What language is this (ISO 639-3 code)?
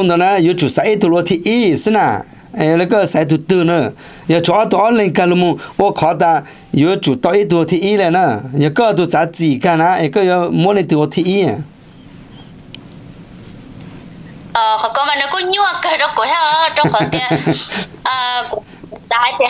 vie